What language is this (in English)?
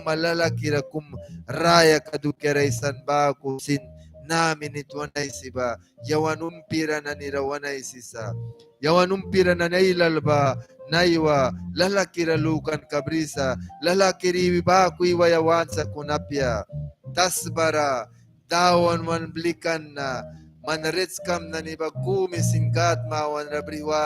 Mískito